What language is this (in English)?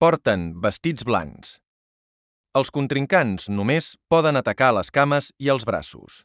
Catalan